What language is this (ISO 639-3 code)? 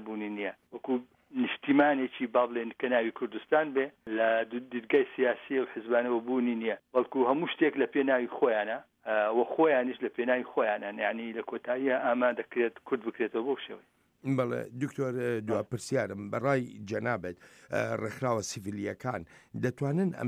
ckb